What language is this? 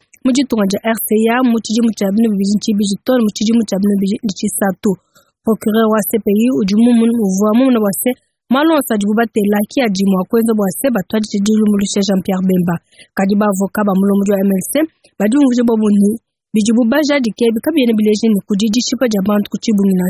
Luba-Lulua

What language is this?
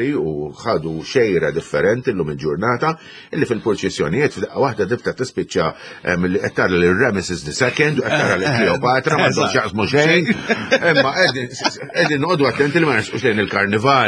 Maltese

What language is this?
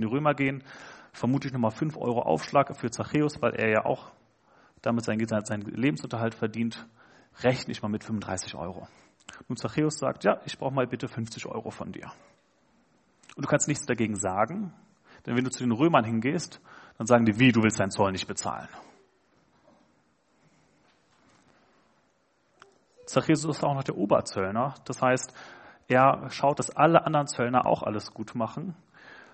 German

